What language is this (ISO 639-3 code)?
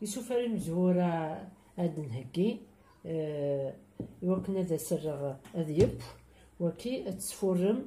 kab